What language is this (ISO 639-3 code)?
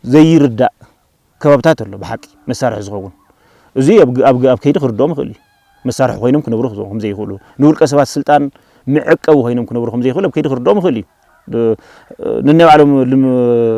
tir